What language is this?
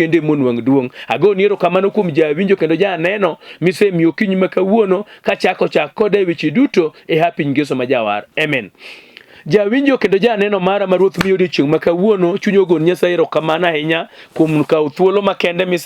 Luo (Kenya and Tanzania)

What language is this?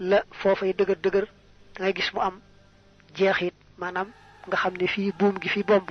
Wolof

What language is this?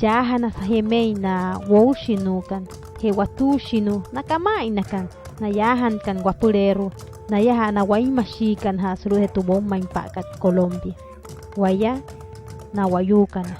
Wayuu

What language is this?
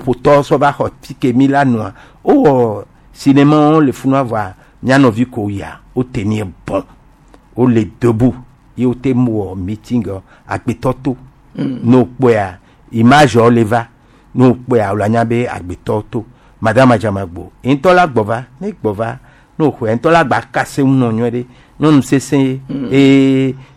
Gen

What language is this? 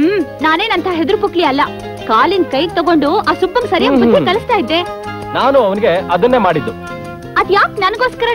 Kannada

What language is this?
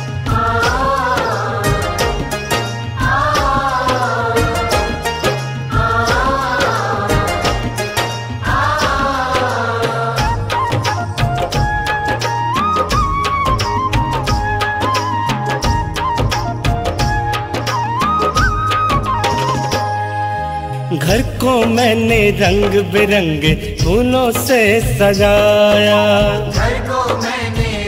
Hindi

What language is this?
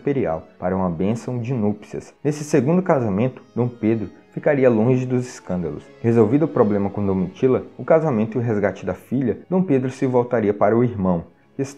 Portuguese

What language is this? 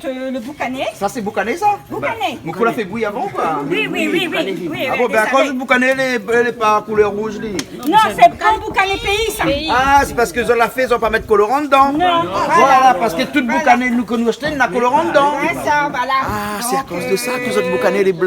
Réunion Creole French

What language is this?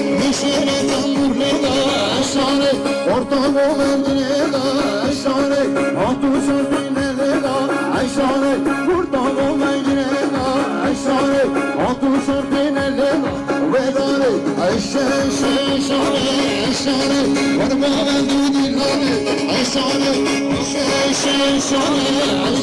Kurdish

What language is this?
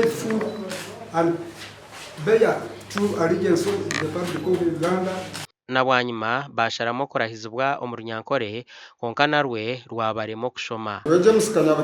Nyankole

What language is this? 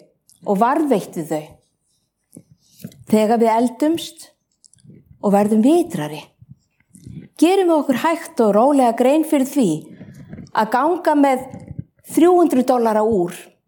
Icelandic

